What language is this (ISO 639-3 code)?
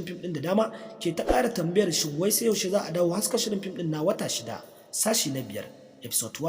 hau